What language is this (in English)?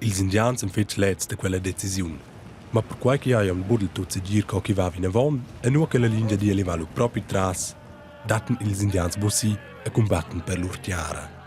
Romansh